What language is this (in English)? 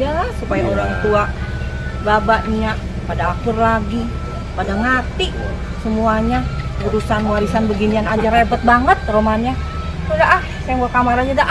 Betawi